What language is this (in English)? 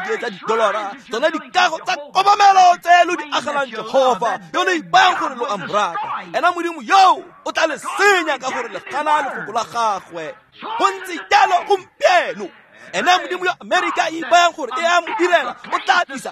Tswana